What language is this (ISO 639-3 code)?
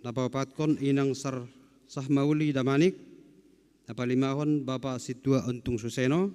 bts